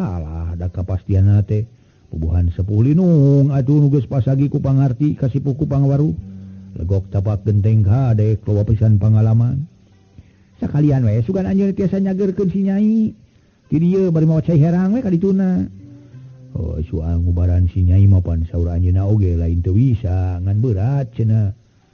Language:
Sundanese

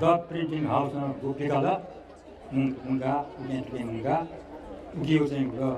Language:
Newari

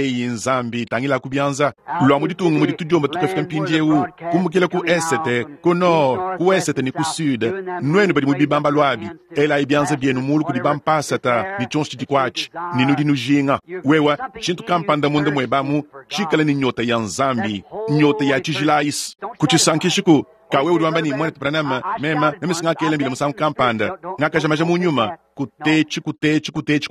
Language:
Luba-Lulua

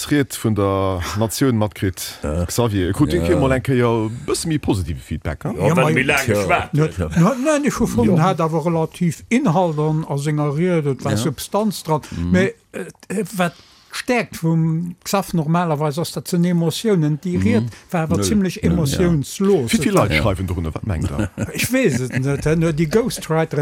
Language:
Luxembourgish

